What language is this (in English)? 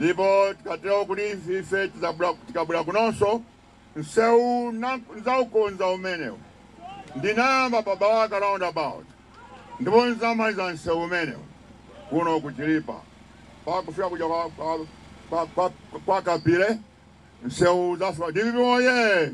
Nyanja